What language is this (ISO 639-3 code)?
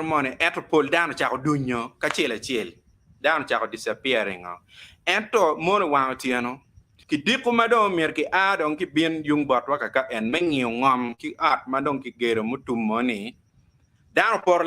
ach